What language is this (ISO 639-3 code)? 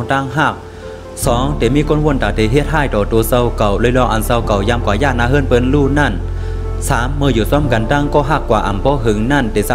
shn